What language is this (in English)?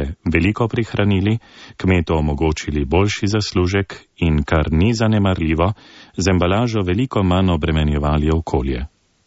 Slovenian